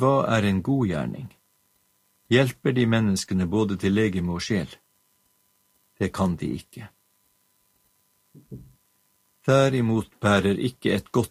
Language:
Norwegian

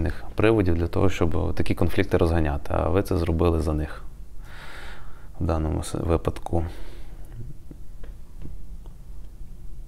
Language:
Ukrainian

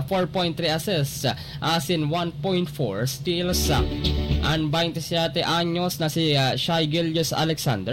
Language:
Bikol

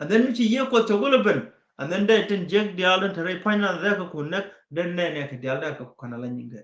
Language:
Nuer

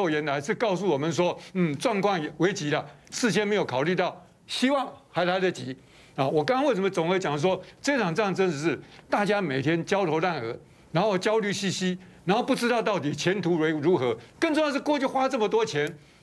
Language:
Chinese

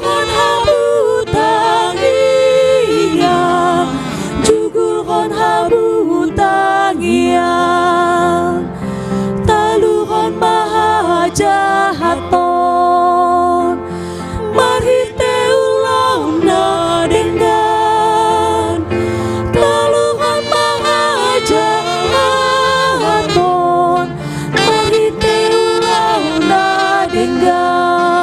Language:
Batak Toba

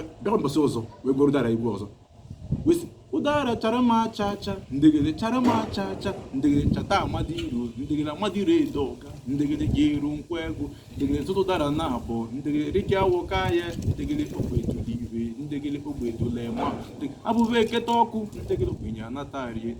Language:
Igbo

